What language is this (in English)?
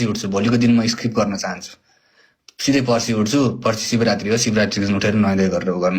Nepali